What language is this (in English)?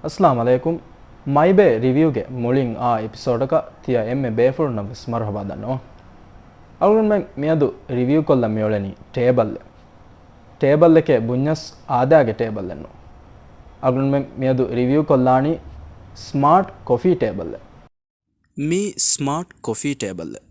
Divehi